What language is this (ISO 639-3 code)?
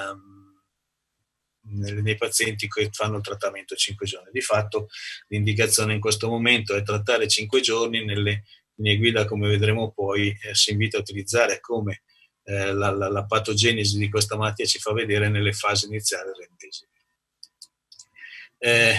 ita